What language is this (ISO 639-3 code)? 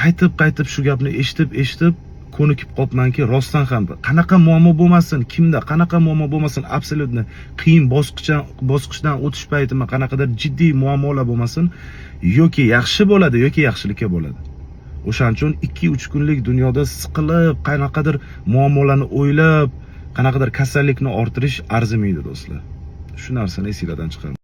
uzb